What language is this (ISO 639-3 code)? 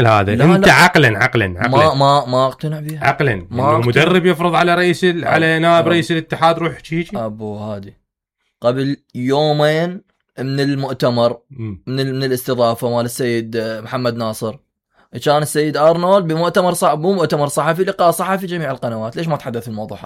acm